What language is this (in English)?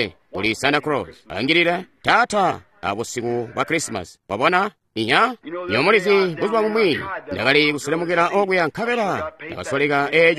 Tonga (Zambia)